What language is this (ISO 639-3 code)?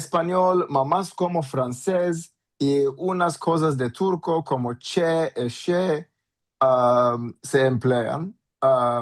lad